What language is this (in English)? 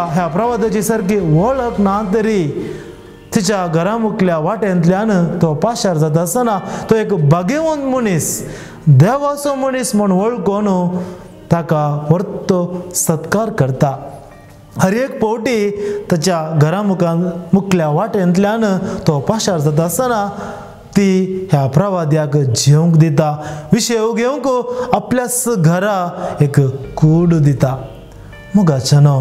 Konkani